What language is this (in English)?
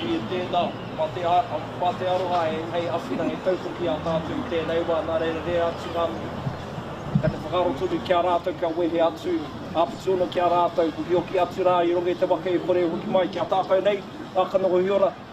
Māori